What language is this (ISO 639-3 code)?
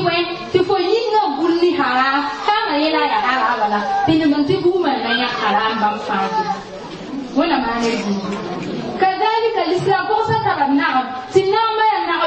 mos